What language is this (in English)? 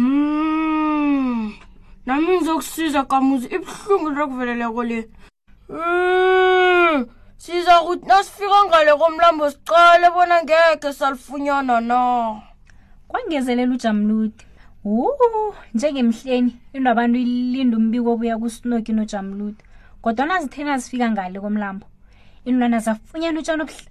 South Ndebele